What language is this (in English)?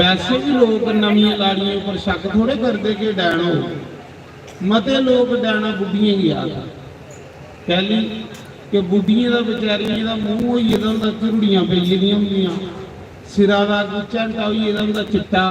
Dogri